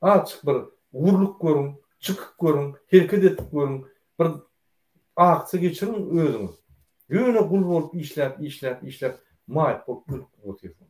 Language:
Turkmen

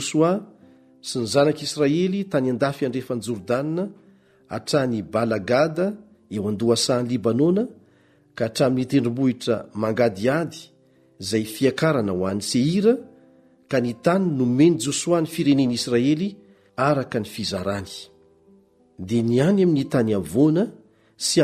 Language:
Malagasy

